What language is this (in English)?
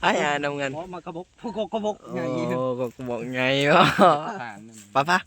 Lao